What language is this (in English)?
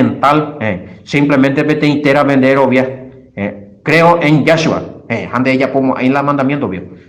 Guarani